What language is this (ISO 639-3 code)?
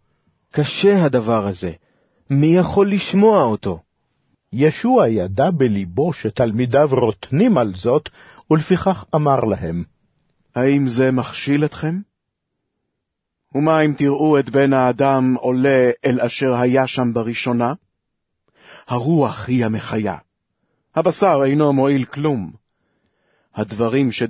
heb